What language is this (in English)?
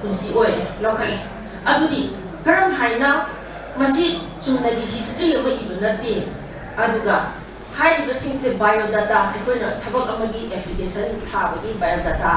Manipuri